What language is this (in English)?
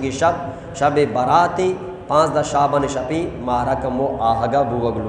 Eastern Balochi